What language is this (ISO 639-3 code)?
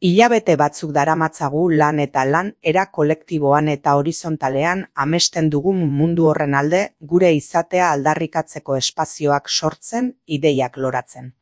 eus